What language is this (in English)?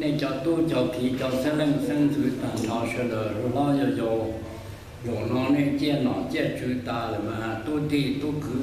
Hmong